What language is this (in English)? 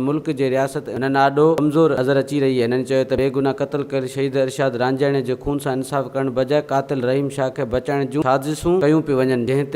Sindhi